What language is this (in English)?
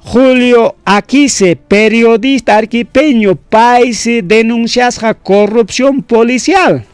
Ayacucho Quechua